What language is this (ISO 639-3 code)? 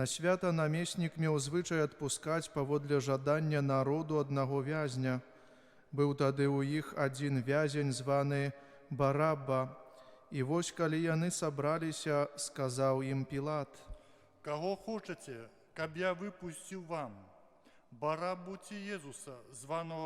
bel